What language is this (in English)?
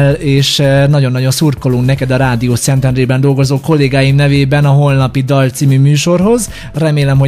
Hungarian